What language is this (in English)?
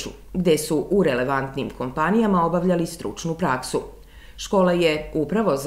Serbian